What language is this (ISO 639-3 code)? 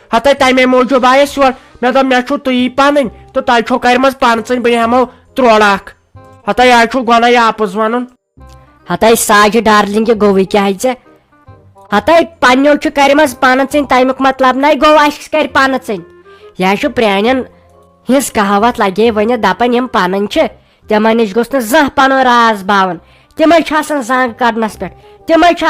kas